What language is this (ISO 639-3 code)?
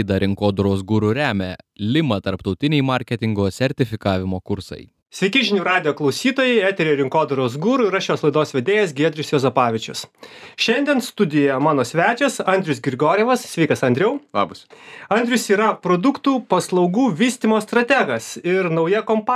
lit